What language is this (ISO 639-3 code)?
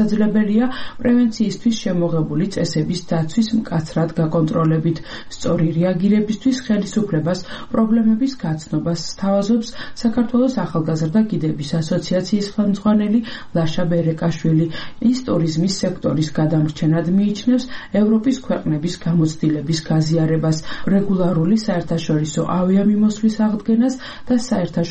kat